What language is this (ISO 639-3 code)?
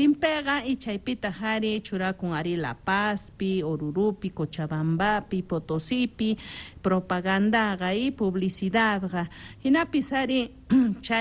quh